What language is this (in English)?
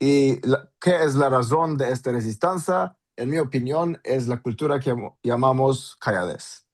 Ladino